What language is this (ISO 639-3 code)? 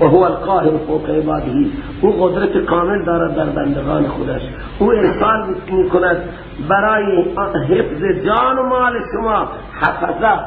fas